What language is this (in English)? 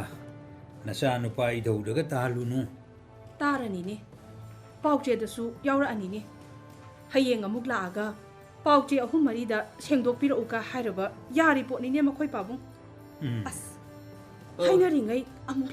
Manipuri